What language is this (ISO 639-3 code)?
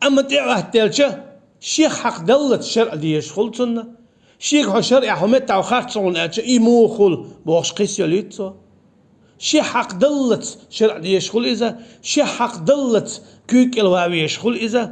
che